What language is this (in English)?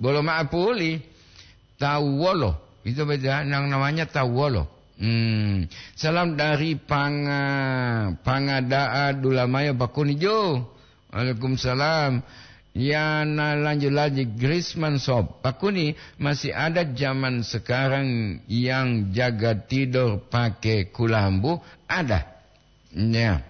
Gorontalo